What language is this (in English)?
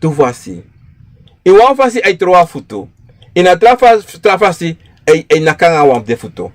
Sranan Tongo